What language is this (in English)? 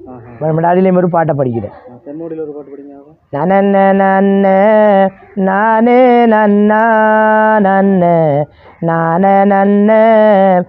Tamil